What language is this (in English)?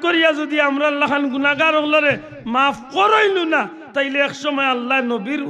Sylheti